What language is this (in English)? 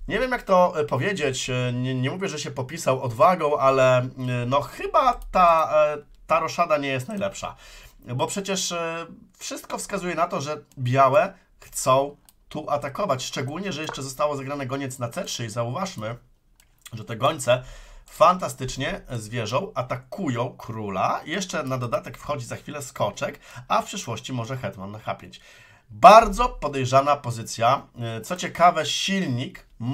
Polish